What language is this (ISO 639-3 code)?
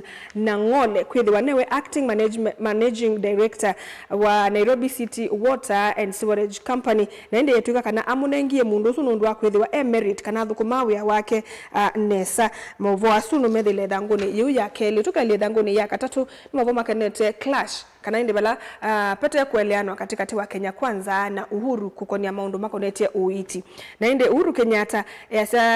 kam